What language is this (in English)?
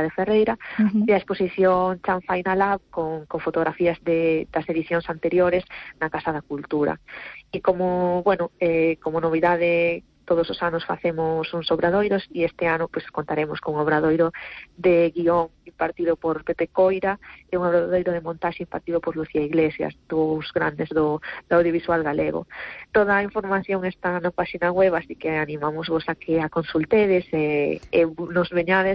Galician